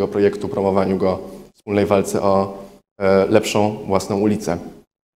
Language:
Polish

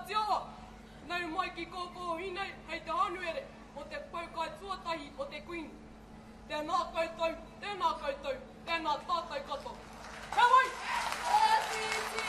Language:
Māori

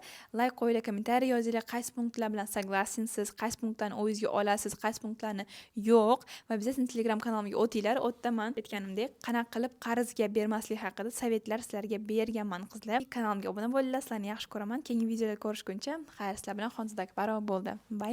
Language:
Uzbek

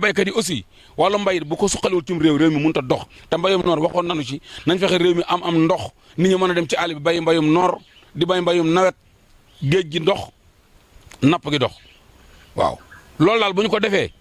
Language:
Wolof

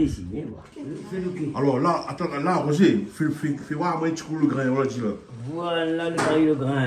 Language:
Réunion Creole French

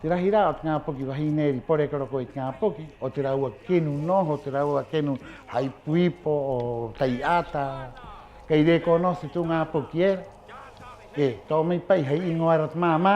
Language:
Rapanui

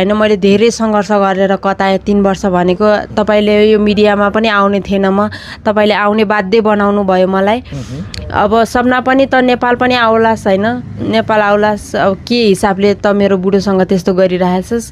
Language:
Nepali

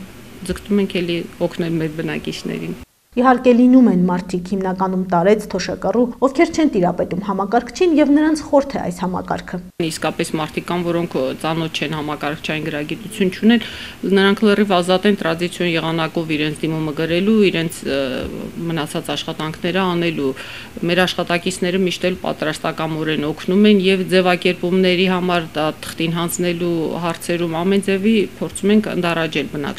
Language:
Armenian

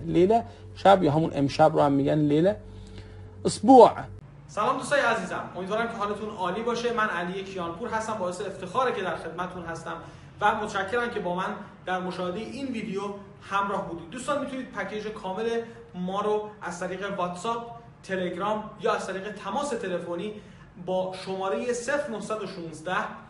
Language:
Persian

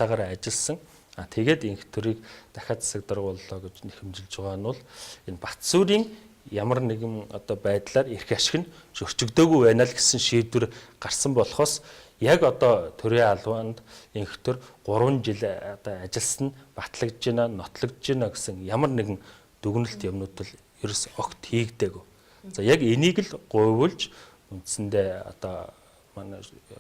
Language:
Mongolian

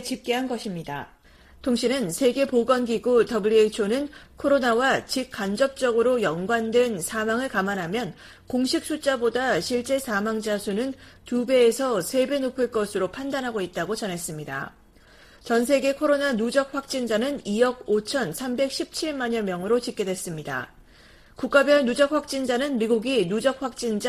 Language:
Korean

